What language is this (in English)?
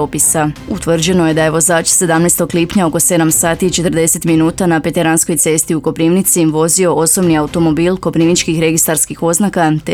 Croatian